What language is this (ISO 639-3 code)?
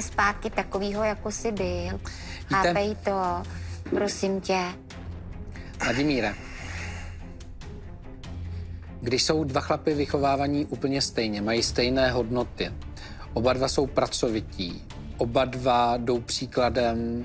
ces